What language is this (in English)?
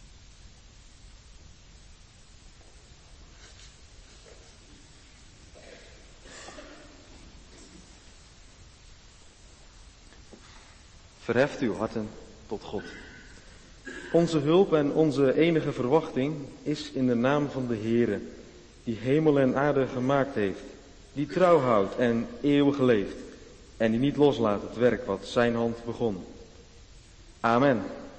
Dutch